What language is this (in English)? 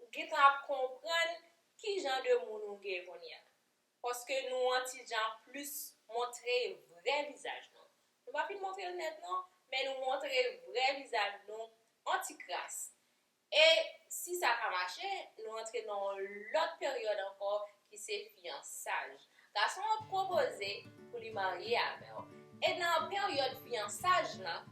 Haitian Creole